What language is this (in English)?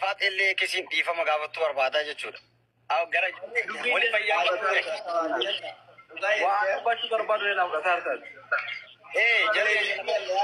Oromo